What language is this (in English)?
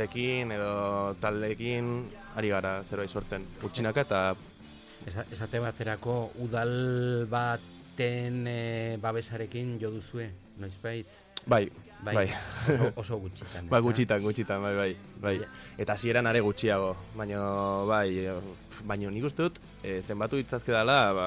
Basque